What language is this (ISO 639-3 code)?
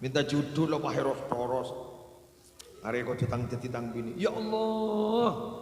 mad